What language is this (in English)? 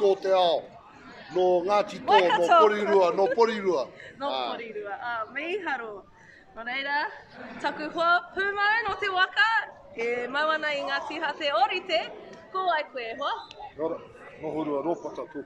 Māori